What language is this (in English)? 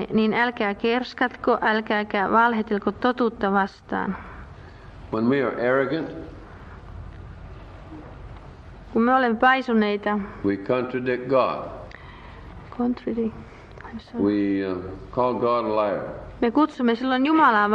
Finnish